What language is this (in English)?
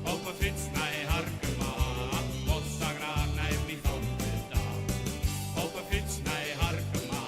Western Frisian